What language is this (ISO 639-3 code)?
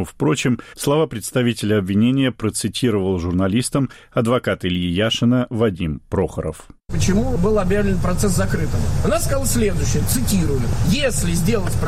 rus